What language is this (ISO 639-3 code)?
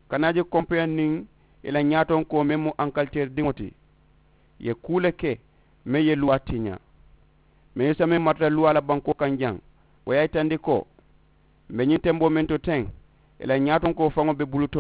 man